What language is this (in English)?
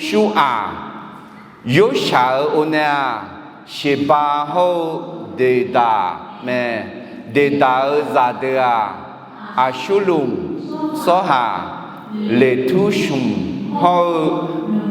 Akha